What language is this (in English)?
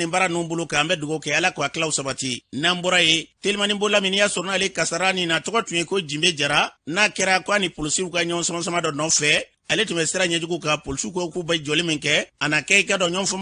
Bambara